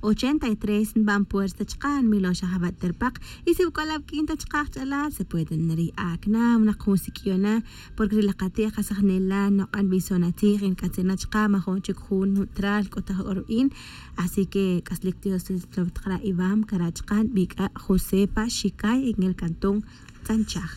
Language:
Tz'utujil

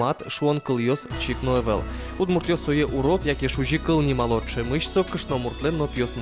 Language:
Udmurt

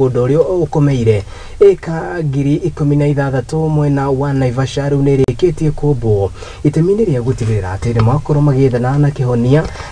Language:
Kikuyu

